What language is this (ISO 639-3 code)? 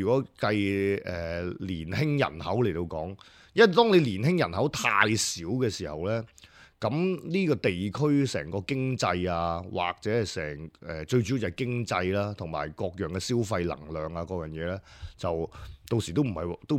yue